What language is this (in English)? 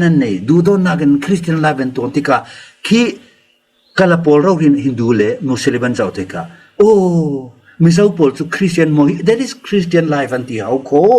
Falam Chin